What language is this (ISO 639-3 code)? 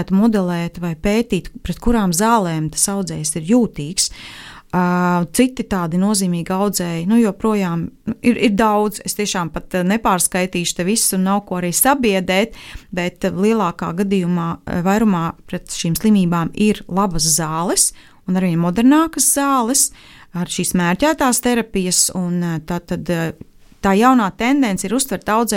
lav